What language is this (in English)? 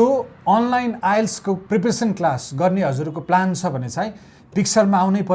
Nepali